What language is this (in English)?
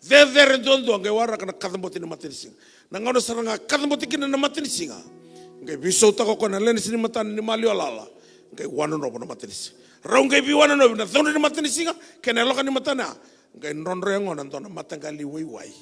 Fijian